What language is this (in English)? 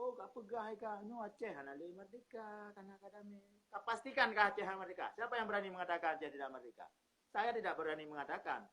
Achinese